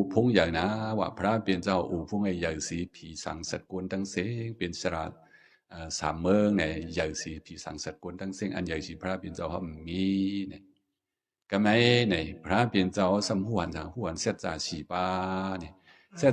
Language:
Shan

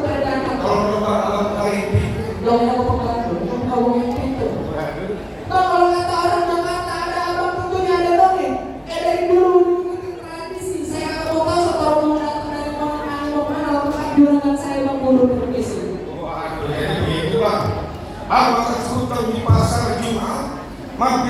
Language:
Betawi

